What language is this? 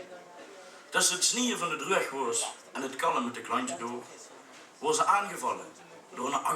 Limburgish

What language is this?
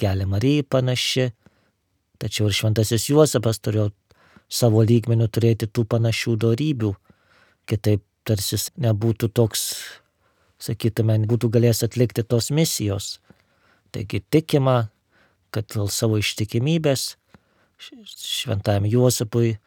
Lithuanian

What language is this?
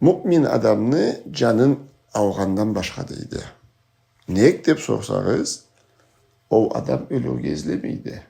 Karachay-Balkar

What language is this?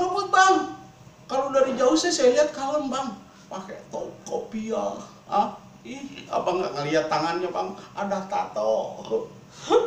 Betawi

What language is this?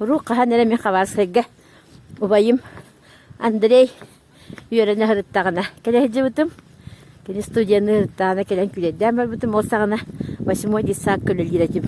Yakut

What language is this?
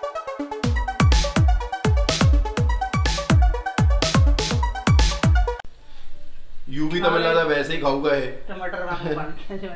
Punjabi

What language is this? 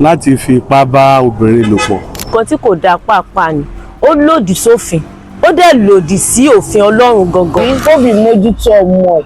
Yoruba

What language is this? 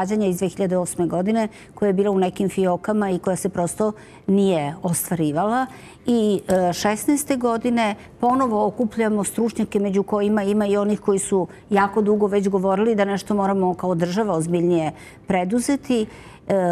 Serbian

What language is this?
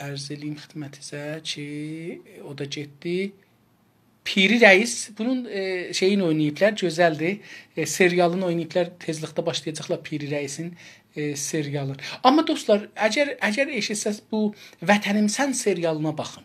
South Azerbaijani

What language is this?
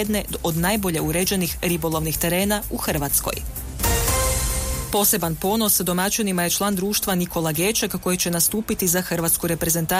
Croatian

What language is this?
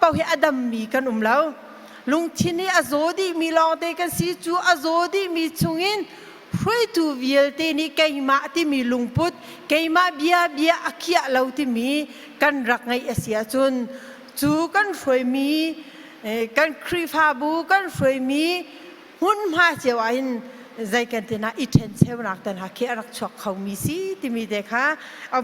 Hakha Chin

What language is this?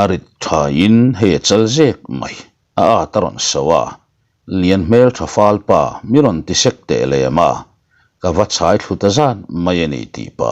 Mizo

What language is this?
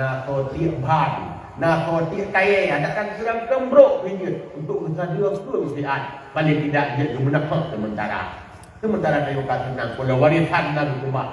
Achinese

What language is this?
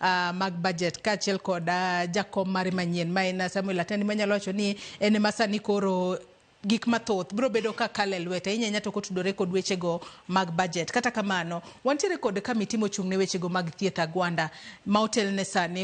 Luo (Kenya and Tanzania)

